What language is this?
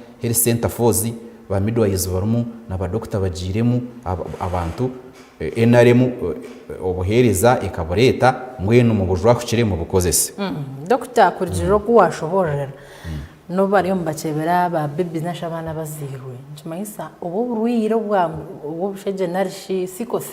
Nyankole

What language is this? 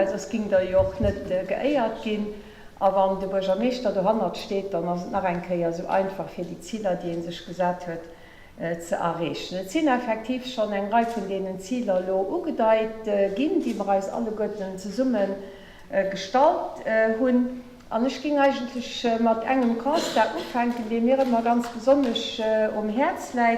Luxembourgish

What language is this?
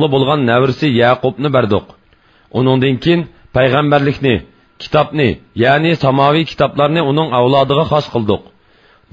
Uyghur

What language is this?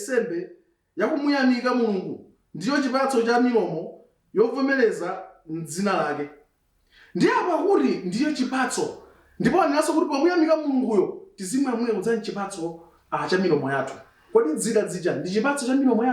Nyanja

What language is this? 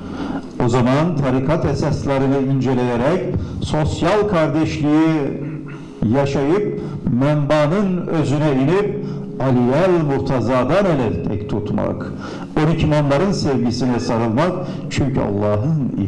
Turkish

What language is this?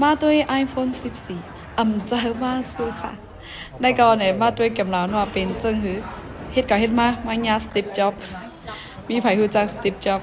Shan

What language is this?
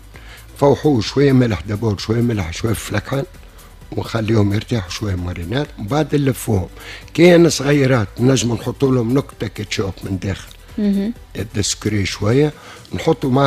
Tunisian Arabic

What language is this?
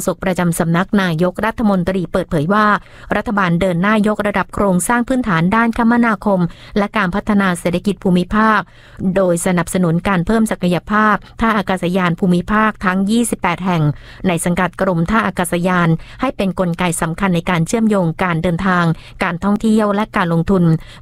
Thai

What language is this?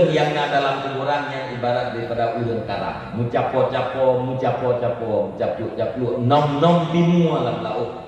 Achinese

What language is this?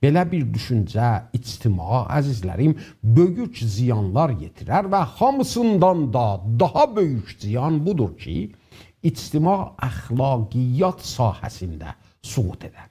South Azerbaijani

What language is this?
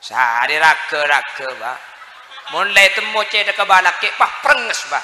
Madurese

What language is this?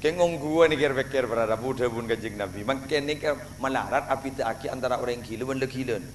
Madurese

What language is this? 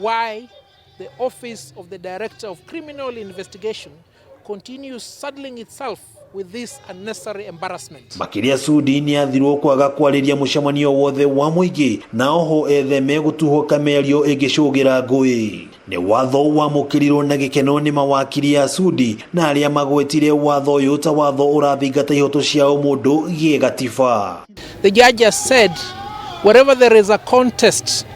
Kikuyu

